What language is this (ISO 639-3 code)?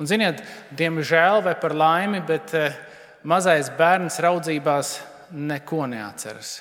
lav